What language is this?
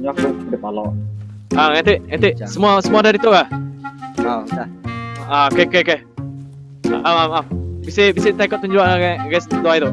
Iban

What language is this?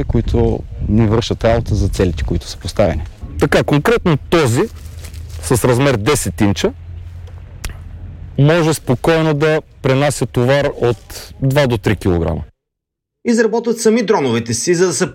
Bulgarian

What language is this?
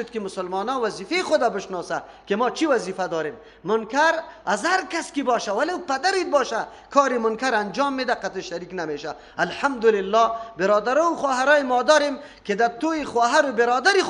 Persian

